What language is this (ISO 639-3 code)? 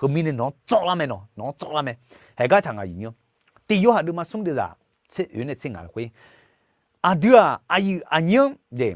ahk